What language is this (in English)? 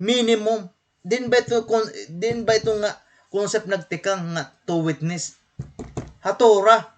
Waray